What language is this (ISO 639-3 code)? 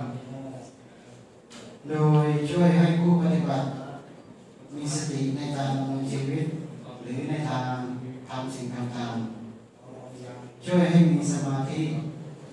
tha